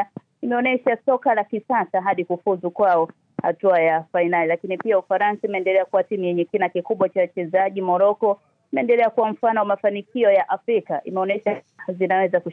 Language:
Swahili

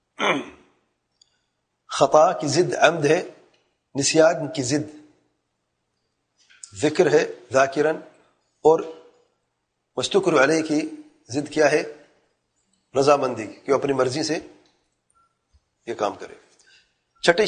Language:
Urdu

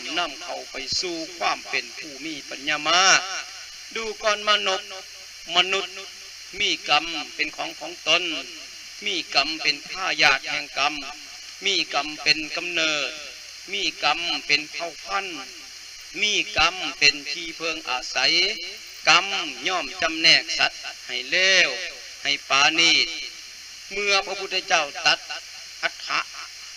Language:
Lao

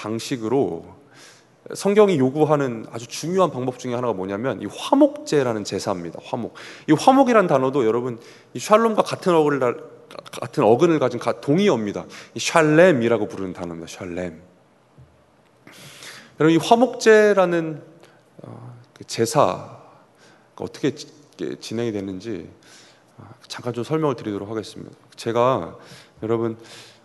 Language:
Korean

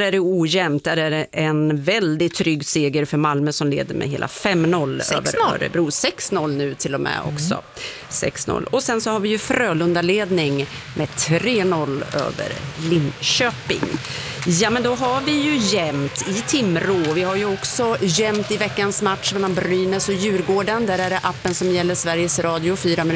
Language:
Swedish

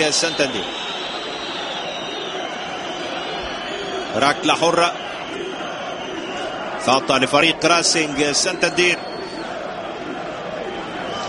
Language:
Arabic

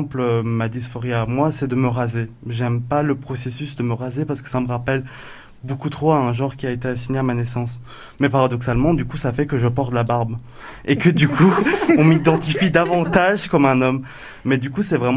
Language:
French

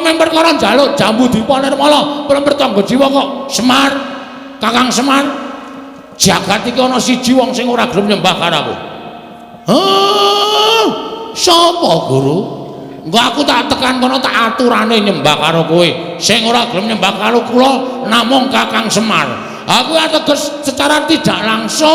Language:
Javanese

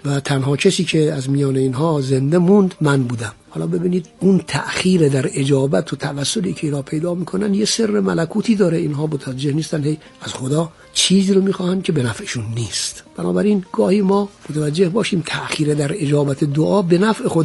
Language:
Persian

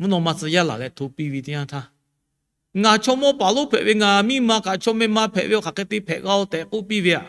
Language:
Lahu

